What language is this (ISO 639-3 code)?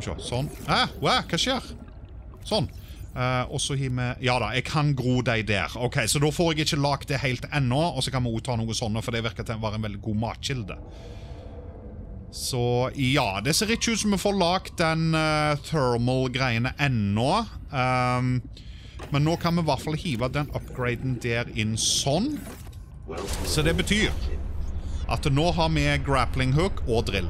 nor